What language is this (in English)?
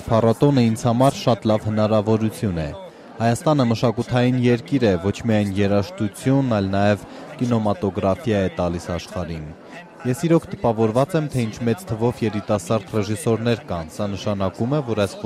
Armenian